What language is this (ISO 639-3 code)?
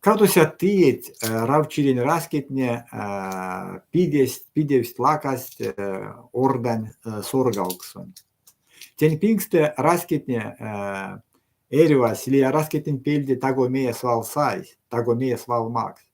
myv